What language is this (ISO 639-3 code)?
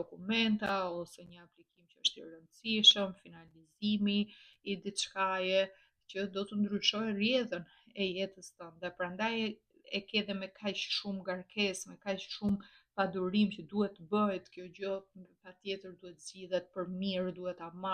sqi